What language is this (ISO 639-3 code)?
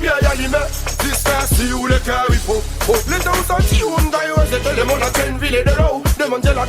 crs